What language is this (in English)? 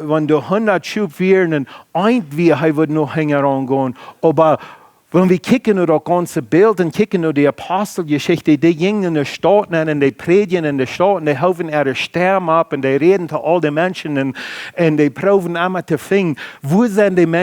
Plautdietsch